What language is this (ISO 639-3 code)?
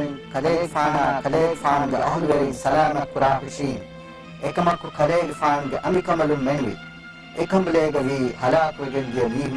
div